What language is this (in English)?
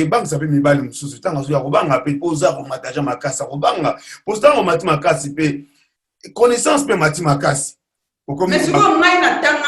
Lingala